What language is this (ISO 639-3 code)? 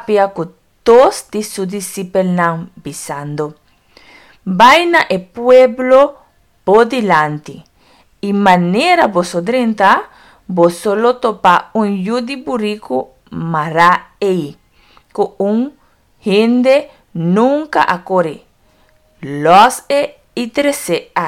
pap